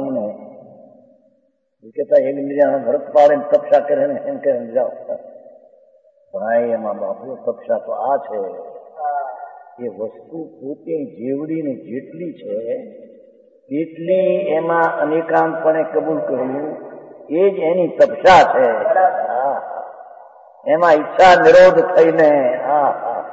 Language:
Gujarati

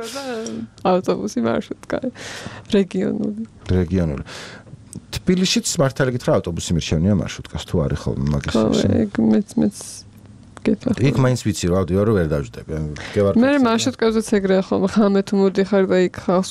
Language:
Georgian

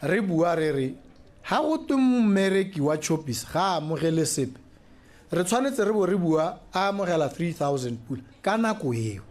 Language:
Tswana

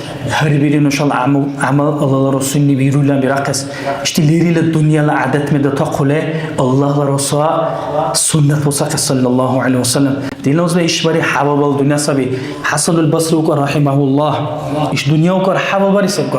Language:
Dargwa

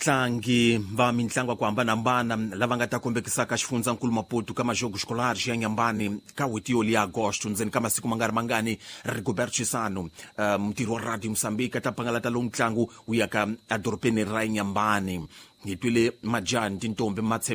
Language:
Tsonga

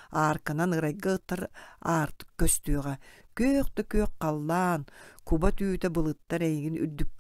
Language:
Yakut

